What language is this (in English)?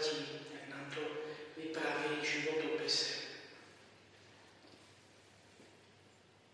Czech